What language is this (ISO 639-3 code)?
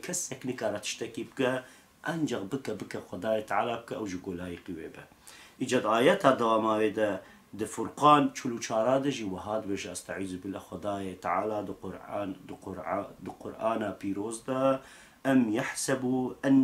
kur